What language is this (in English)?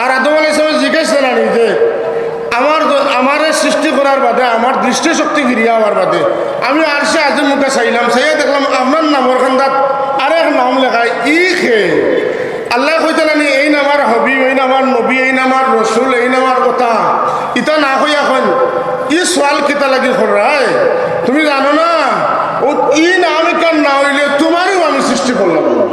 Sylheti